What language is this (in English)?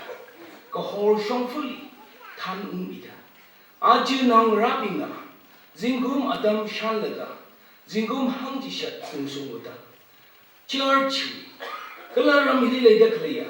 Tangkhul Naga (India)